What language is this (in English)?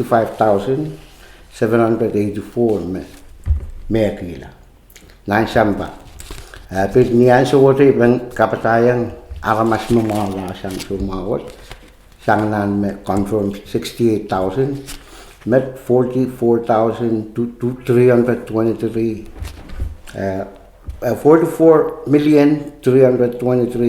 Pohnpeian